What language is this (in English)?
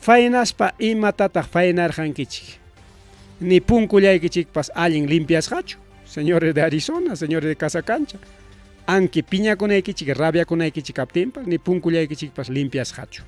Ayacucho Quechua